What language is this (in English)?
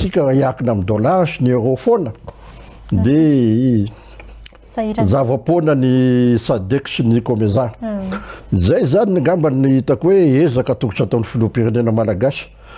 Malagasy